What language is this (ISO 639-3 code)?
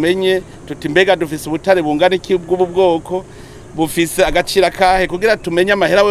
run